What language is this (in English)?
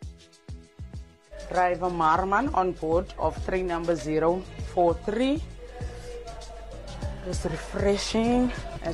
Afrikaans